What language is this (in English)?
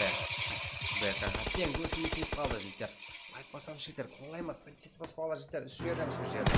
Kara-Kalpak